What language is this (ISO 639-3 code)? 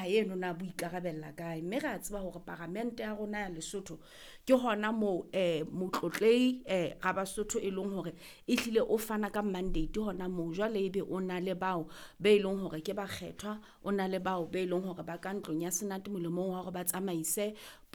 sot